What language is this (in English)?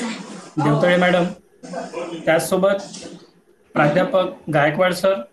Marathi